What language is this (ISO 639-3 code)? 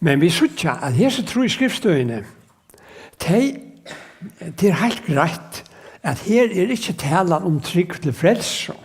fao